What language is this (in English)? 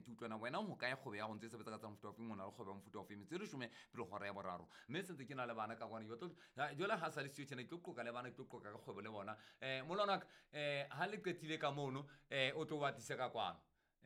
Southern Sotho